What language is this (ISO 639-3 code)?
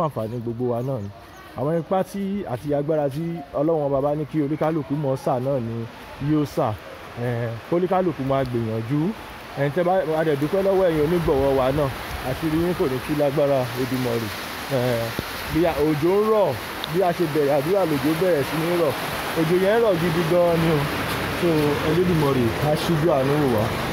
yor